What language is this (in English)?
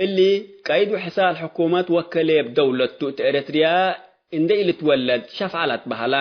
Tigre